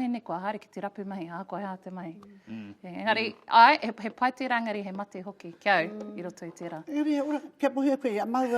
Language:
Māori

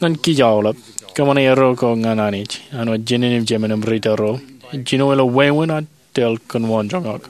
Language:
Marshallese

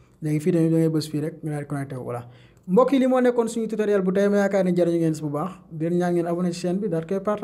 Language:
Wolof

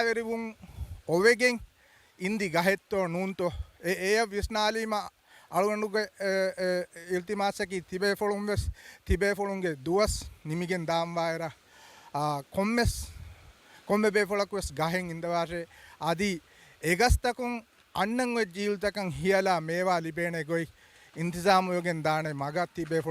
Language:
Divehi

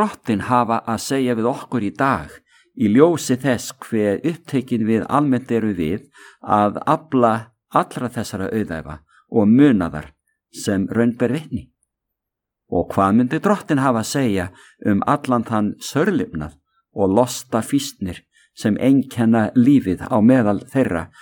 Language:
Icelandic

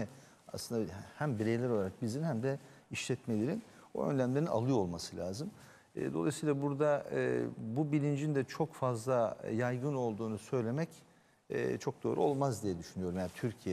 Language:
Turkish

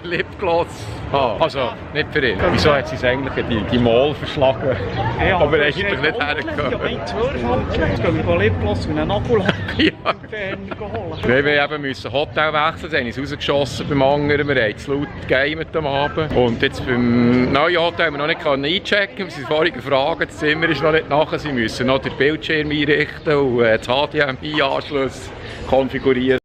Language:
Swiss German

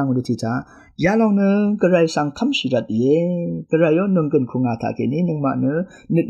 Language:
Rawang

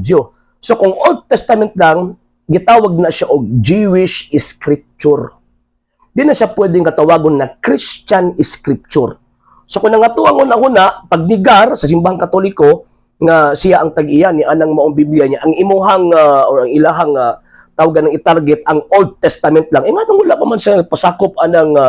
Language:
Cebuano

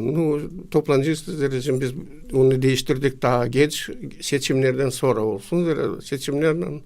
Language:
Gagauz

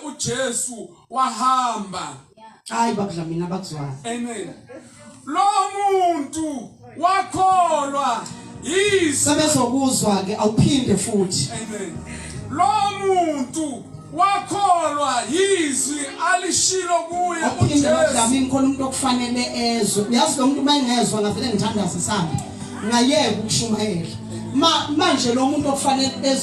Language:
Zulu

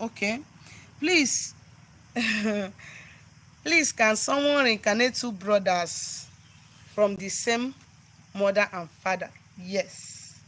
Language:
Igbo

